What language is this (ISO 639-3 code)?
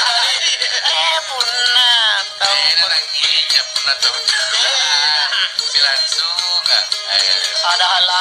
mak